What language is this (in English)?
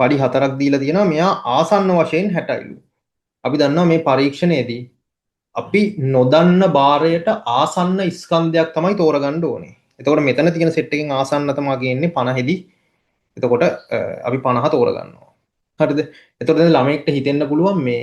Sinhala